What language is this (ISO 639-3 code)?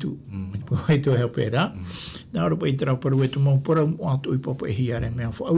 tah